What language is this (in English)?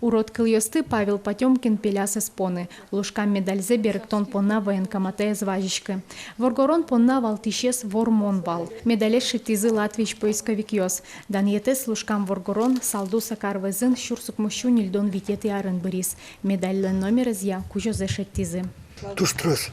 Udmurt